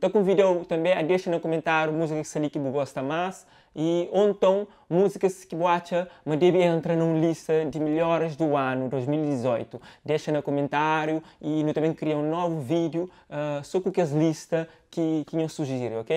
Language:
Kabuverdianu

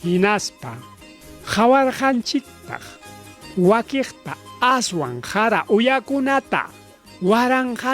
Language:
Ayacucho Quechua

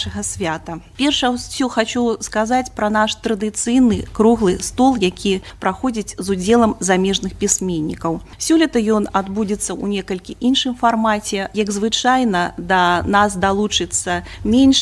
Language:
Belarusian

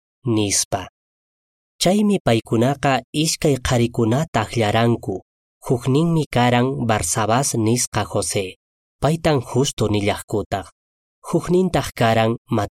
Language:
Quechua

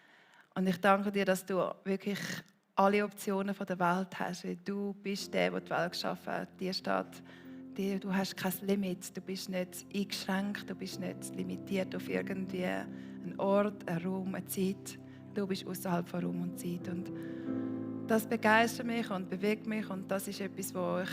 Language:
Swiss German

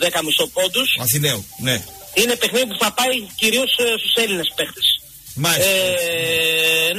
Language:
Greek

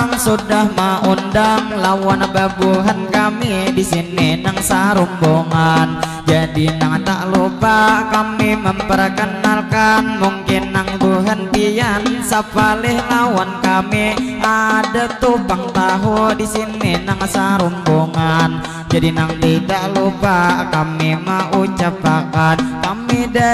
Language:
Banjar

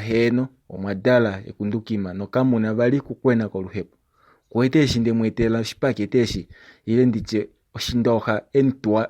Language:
Kuanyama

